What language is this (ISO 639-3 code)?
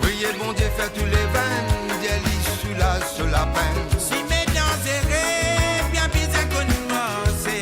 mfe